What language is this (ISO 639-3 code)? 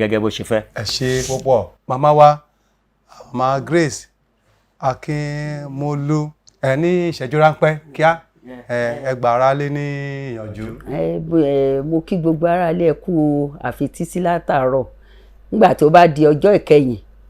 yor